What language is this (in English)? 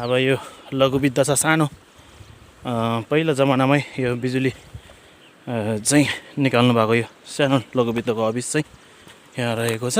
Nepali